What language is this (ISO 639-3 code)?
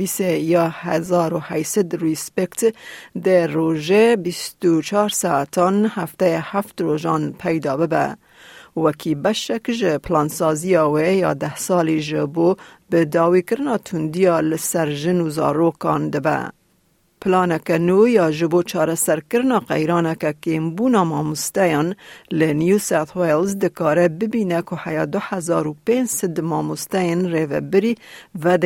kur